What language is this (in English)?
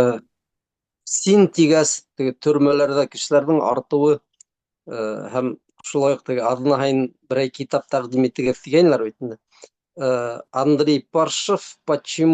Bashkir